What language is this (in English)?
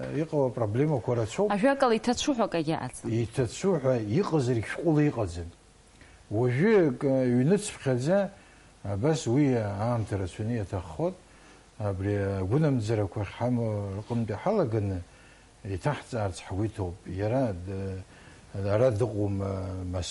Abkhazian